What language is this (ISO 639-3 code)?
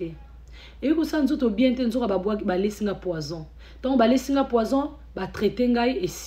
lin